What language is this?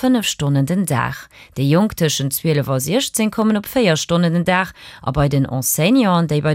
Luxembourgish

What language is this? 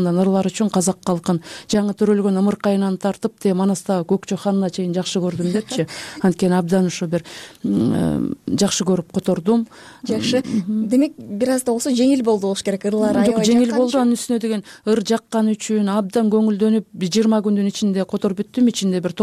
Kyrgyz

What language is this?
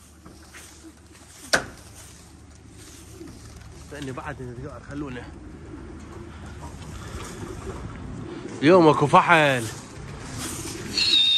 Mesopotamian Arabic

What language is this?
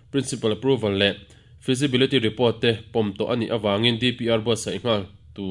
Mizo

